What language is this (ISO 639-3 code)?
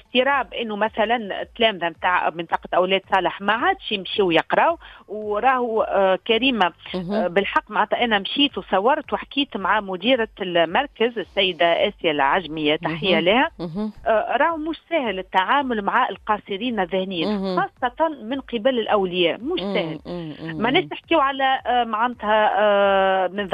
aeb